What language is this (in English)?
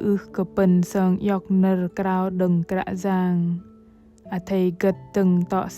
Bahnar